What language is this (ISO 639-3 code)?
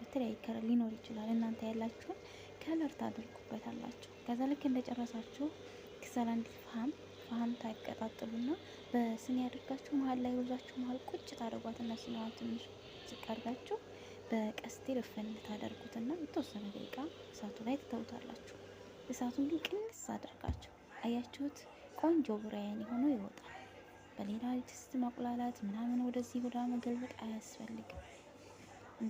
amh